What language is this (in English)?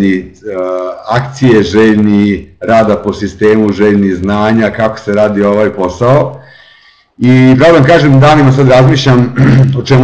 Serbian